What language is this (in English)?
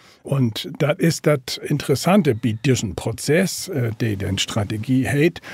Low German